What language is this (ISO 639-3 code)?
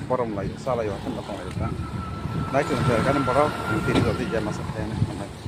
trp